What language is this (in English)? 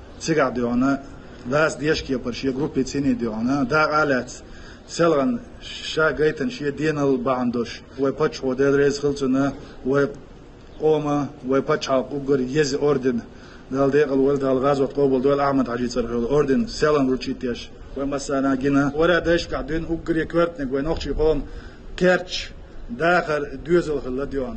Chechen